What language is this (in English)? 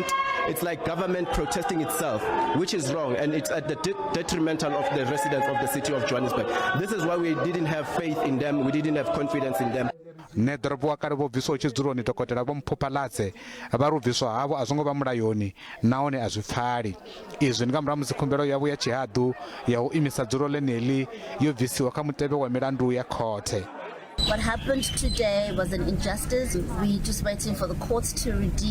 Venda